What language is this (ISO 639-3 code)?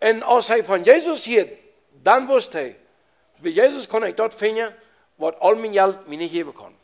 pdt